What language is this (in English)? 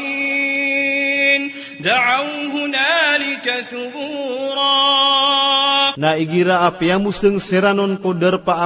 Maranao